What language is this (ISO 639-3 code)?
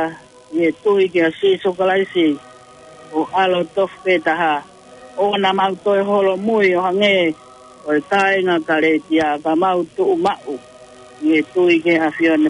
ton